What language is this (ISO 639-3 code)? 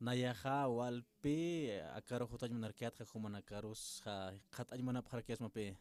aym